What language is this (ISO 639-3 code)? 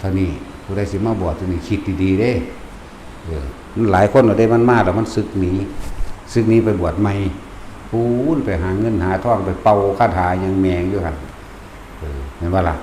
tts